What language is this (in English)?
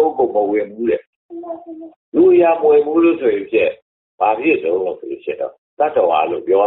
Burmese